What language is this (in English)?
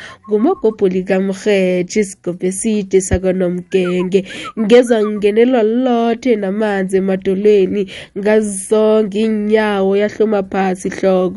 South Ndebele